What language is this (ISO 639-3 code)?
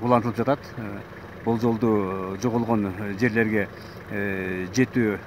kir